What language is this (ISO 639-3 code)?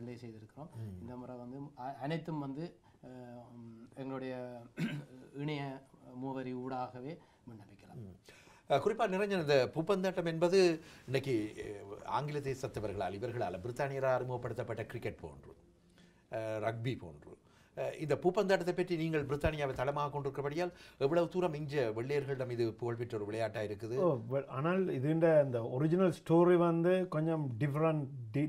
tam